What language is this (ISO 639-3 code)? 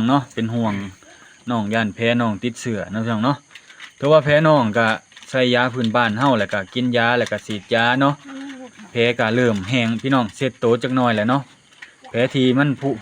lao